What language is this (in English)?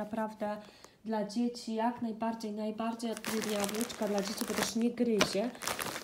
Polish